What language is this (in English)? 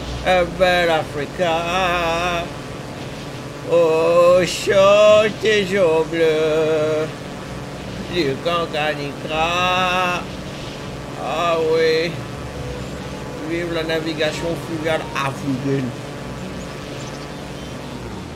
French